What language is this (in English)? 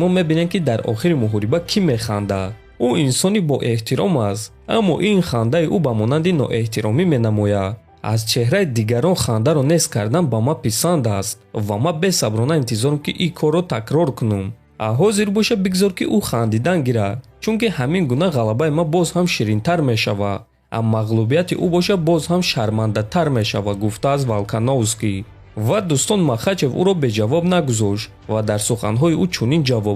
Tajik